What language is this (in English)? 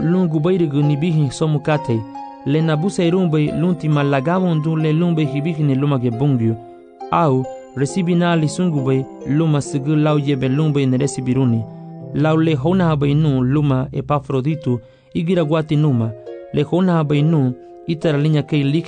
Garifuna